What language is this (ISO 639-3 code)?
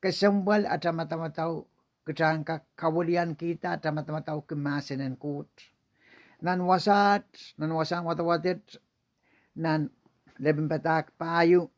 pon